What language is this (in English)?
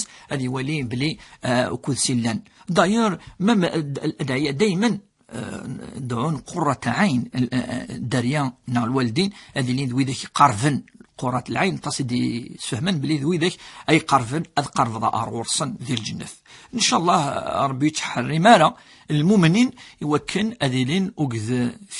Kabyle